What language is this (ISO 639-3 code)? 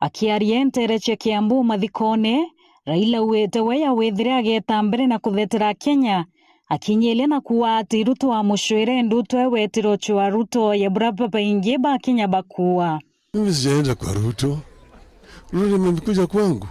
mer